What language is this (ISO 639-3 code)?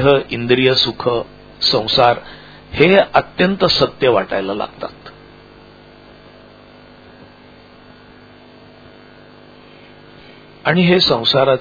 mar